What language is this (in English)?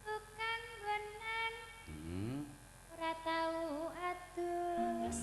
Javanese